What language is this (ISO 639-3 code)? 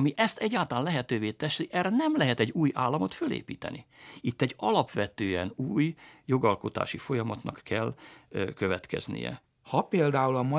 hun